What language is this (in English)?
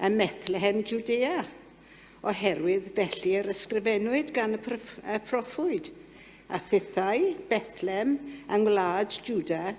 Welsh